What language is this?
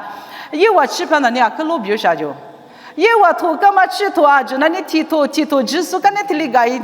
Lisu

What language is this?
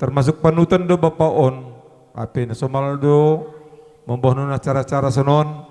Batak Simalungun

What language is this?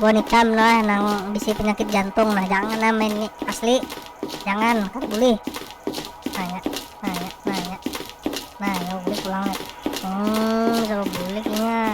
Banjar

